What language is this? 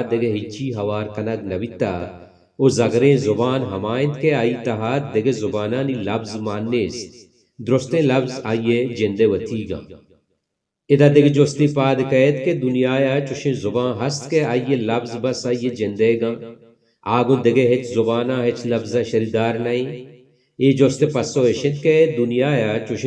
Baluchi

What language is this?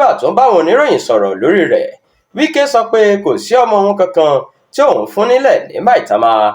Yoruba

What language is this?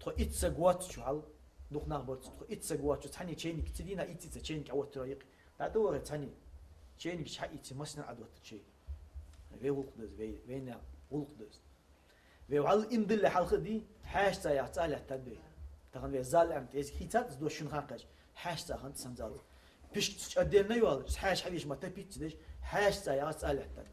Ingush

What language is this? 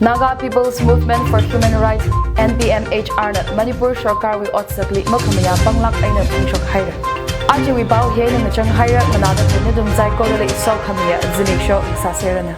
Tangkhul Naga (India)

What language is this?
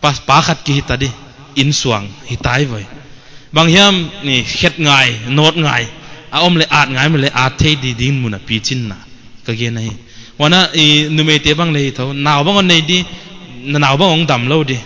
Paite Chin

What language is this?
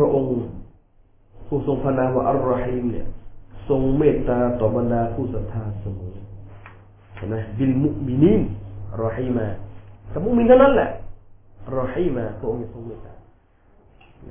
Thai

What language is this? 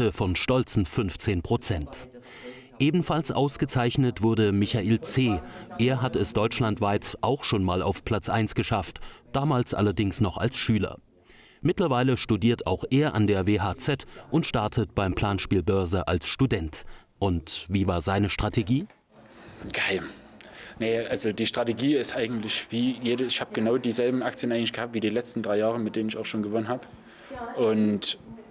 German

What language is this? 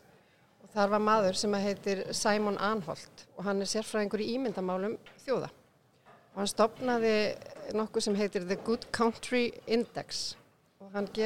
Icelandic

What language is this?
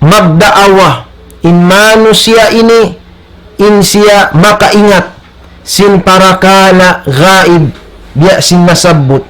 Tausug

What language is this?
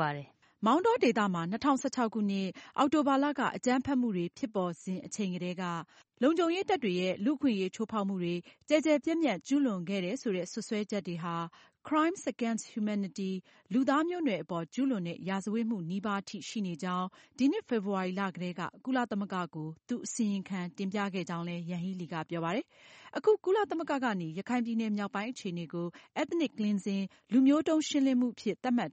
Burmese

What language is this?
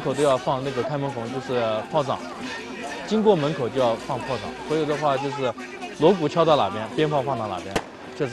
Chinese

